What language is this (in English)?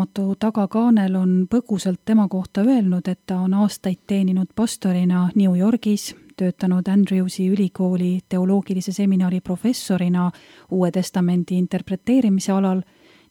Estonian